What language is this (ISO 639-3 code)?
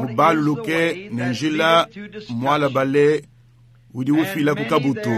lua